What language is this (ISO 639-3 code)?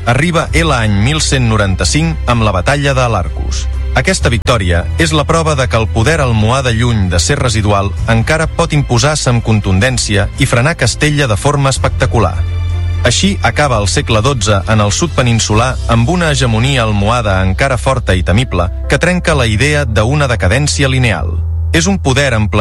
cat